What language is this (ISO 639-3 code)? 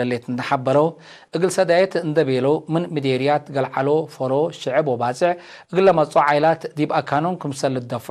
tig